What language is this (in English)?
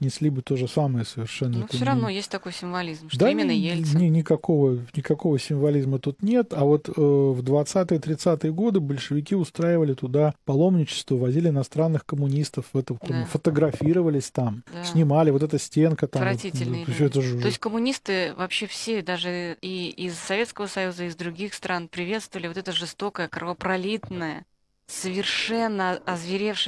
Russian